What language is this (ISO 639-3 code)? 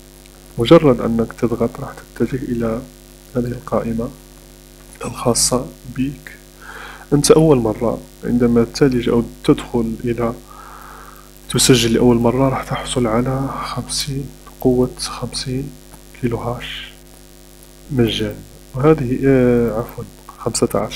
ara